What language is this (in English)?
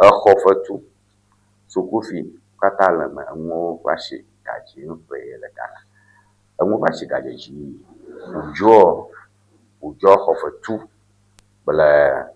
Ewe